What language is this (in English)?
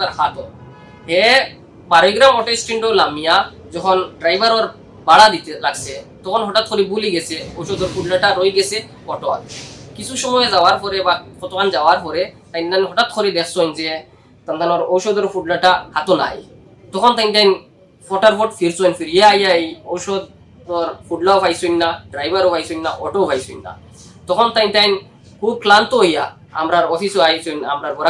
Sylheti